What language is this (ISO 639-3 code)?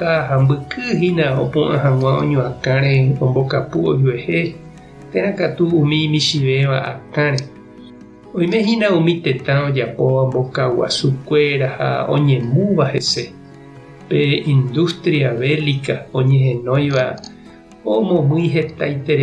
grn